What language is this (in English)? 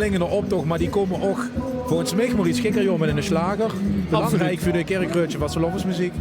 Limburgish